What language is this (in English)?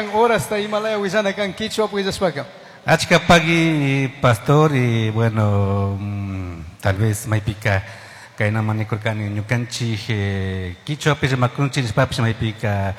Chimborazo Highland Quichua